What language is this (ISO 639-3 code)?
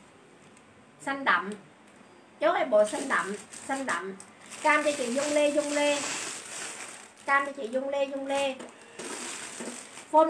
vie